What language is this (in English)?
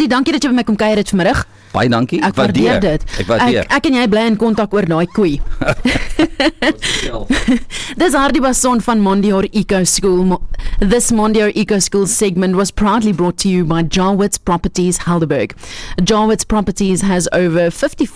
Afrikaans